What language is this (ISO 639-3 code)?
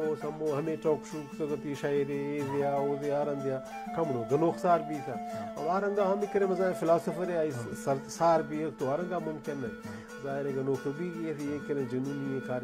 bal